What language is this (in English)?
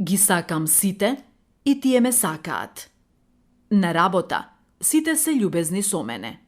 Macedonian